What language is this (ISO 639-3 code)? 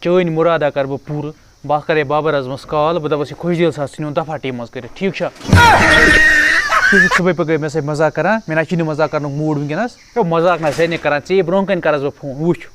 kas